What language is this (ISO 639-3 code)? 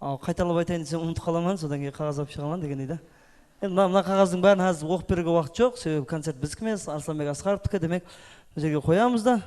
kaa